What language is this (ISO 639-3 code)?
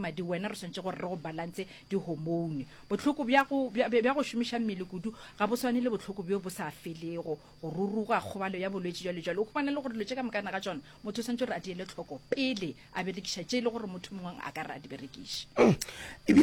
nso